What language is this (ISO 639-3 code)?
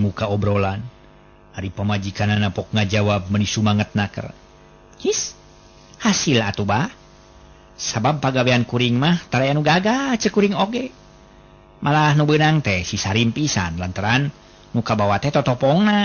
sun